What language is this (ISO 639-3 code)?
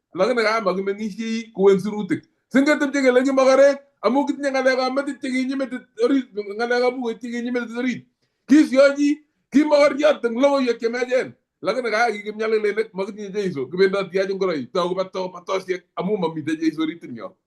kln